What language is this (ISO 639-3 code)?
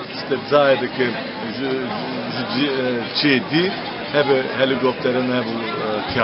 zza